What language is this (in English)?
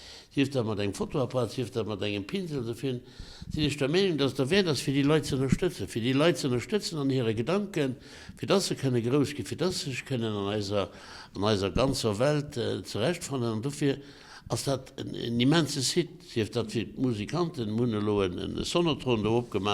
Luxembourgish